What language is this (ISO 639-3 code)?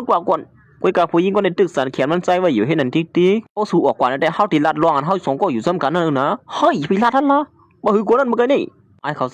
shn